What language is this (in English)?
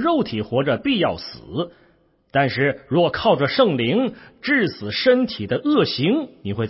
Chinese